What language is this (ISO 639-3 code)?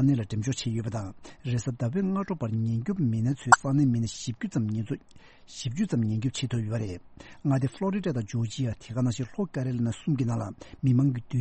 bod